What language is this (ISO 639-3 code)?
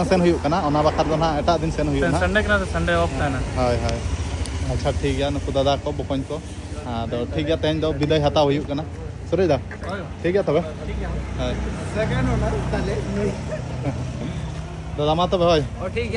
sat